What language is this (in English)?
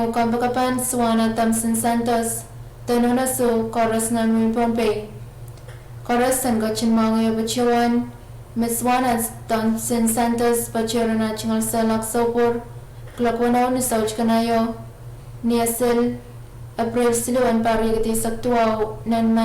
Pohnpeian